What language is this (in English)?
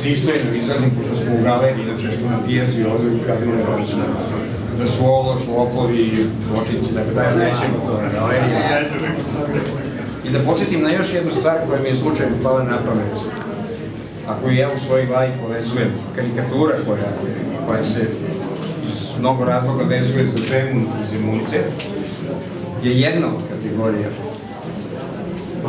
Serbian